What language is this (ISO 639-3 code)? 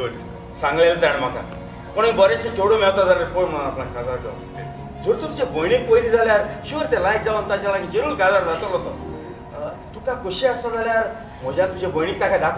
kok